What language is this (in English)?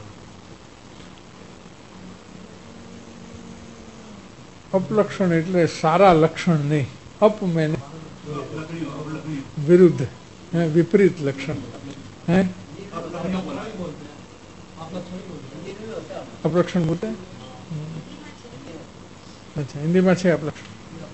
Gujarati